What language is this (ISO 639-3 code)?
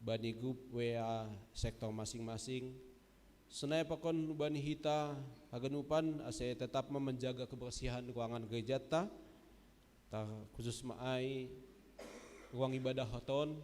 bts